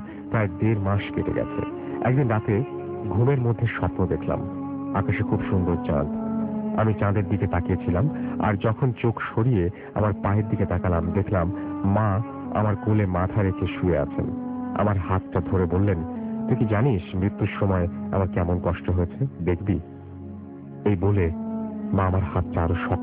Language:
Bangla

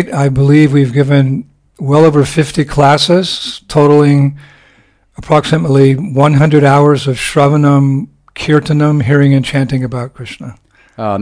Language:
English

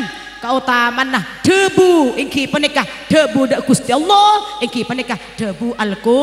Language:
Madurese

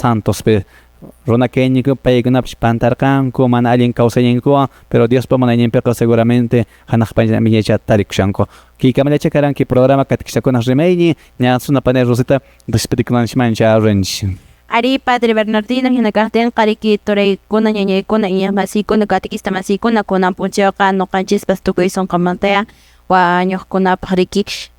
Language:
Quechua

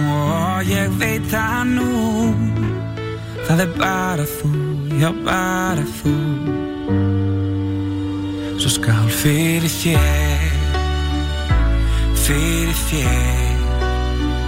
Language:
Icelandic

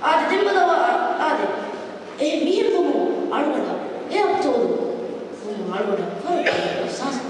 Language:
Divehi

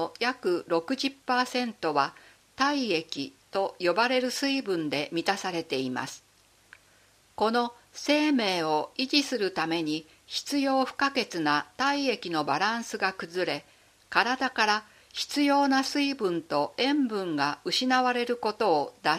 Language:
Japanese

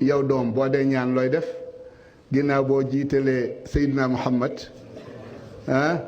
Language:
Wolof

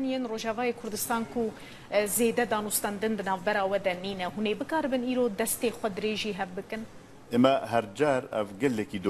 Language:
Kurdish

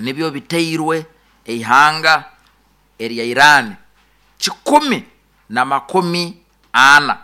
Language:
Nyankole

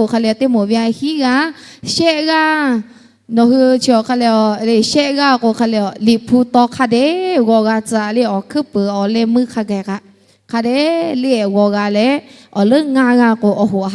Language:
Lahu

